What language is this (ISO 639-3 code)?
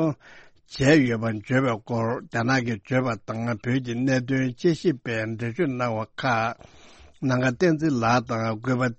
bod